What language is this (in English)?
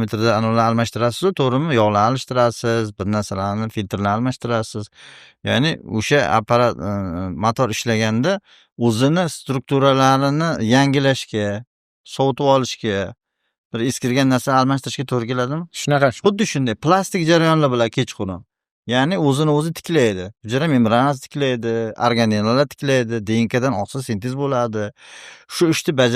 Uzbek